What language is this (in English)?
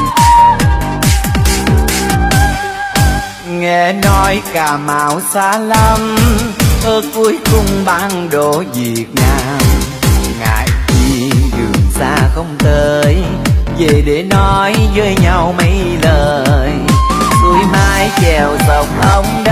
Vietnamese